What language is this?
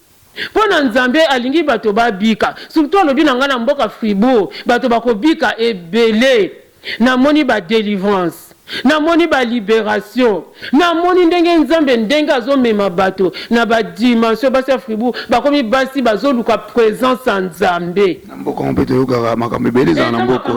Lingala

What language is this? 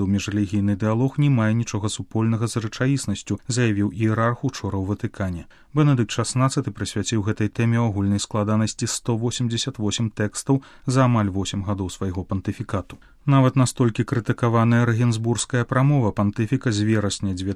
Belarusian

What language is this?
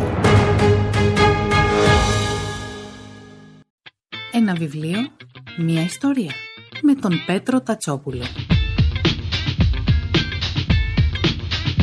Greek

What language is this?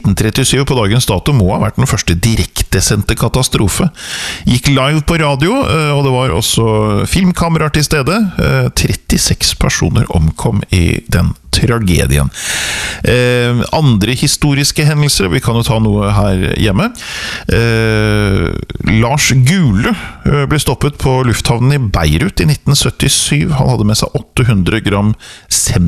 Norwegian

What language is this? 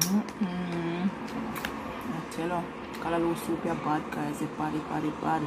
Jamaican Creole English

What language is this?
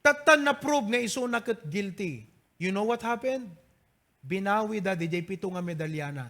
Iloko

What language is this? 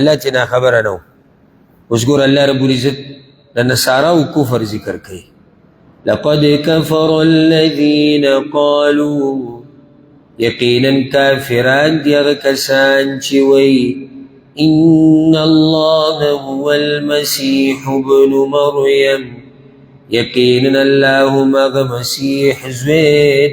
Pashto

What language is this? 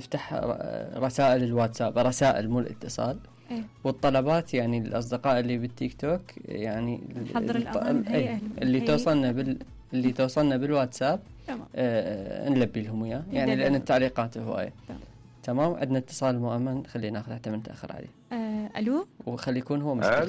Mesopotamian Arabic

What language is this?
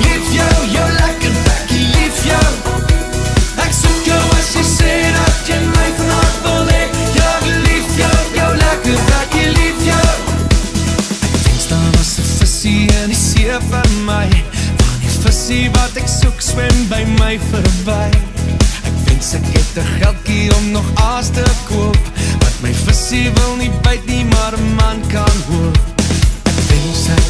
Afrikaans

